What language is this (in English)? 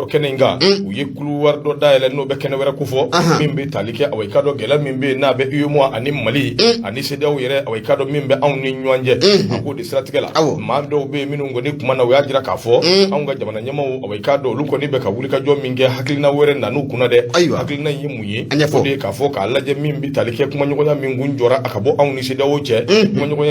Bambara